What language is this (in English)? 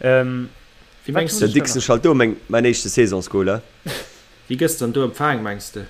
Luxembourgish